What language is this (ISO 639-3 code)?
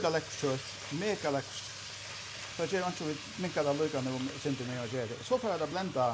fao